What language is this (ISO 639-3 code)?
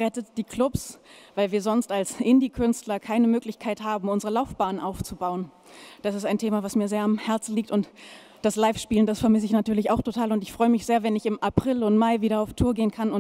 deu